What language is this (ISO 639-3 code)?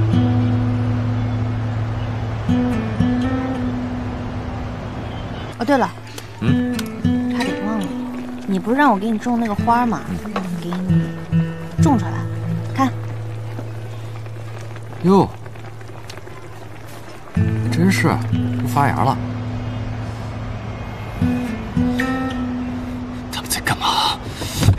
zho